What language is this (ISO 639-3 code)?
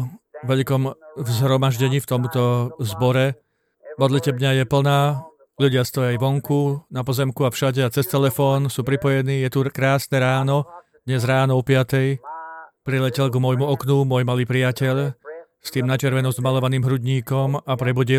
slk